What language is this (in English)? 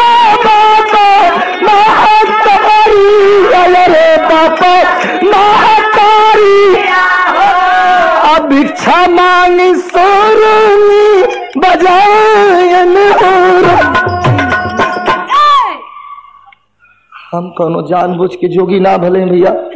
Bhojpuri